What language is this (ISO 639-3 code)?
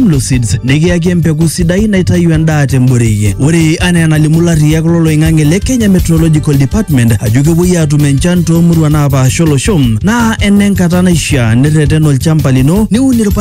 mas